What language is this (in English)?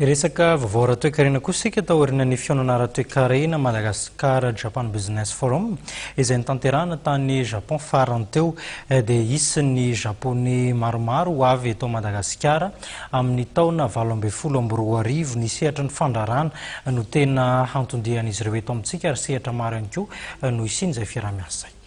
Malagasy